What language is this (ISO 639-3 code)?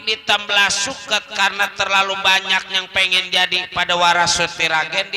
bew